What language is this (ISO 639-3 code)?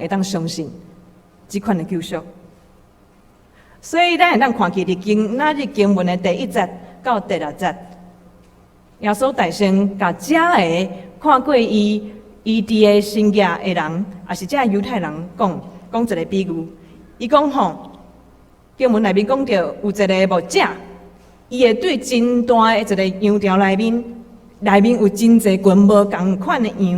nan